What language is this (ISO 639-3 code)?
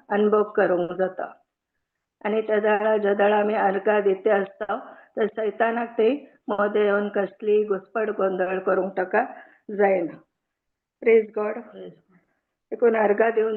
kok